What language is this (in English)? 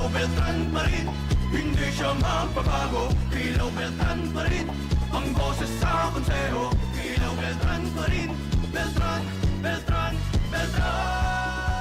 Bikol